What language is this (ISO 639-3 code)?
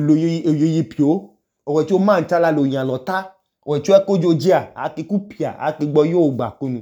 idu